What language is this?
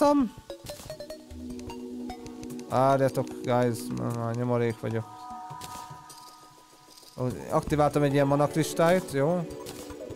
Hungarian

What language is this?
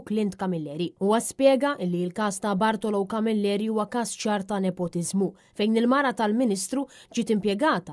Maltese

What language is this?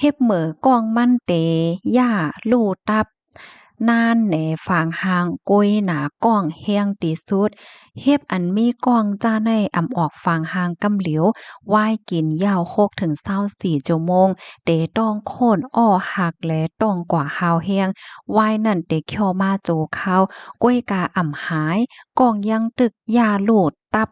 Shan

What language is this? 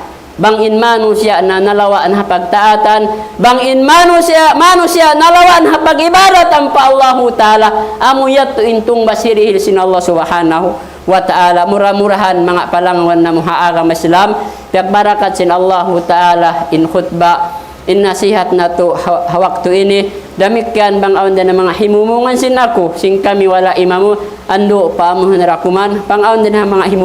Tausug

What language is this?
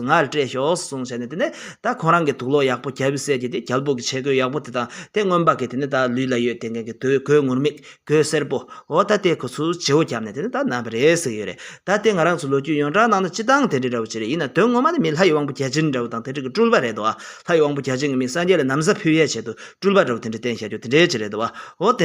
Tibetan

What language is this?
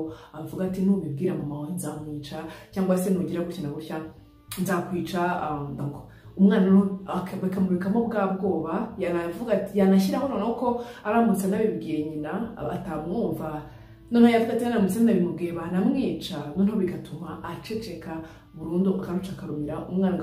Kinyarwanda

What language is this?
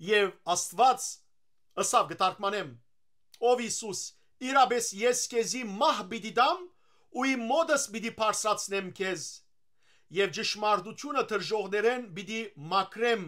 Western Armenian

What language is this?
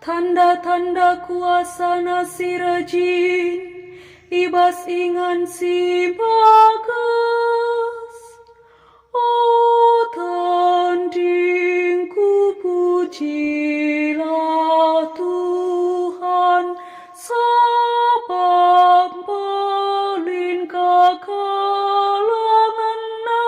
Batak Karo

